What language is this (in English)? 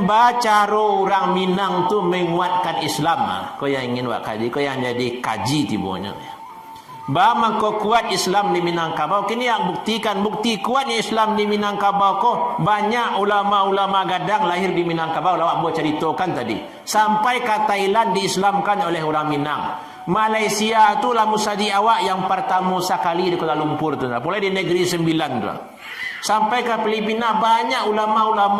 Minangkabau